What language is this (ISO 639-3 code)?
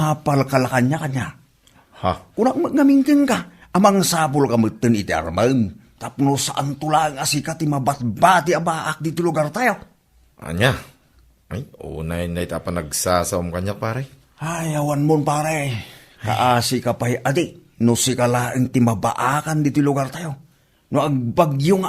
ilo